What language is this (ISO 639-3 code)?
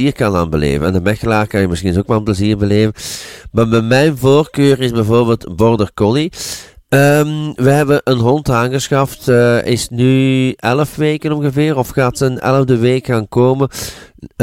nld